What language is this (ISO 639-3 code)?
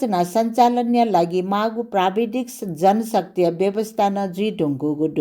new